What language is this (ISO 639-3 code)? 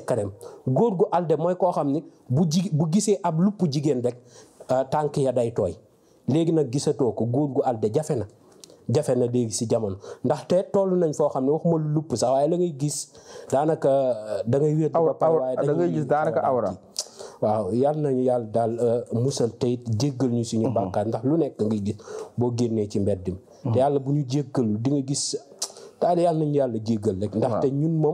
wol